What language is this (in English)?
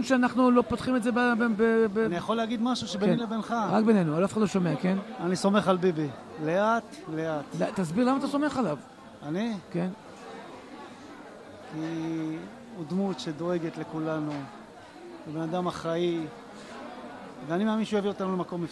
Hebrew